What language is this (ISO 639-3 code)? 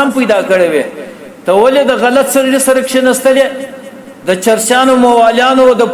pus